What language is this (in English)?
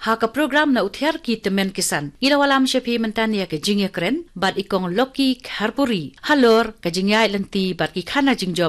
Khasi